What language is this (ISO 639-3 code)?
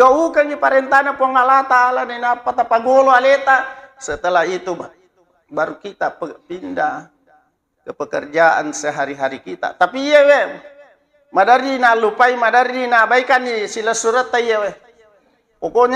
bug